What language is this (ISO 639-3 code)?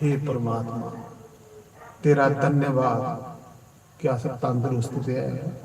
doi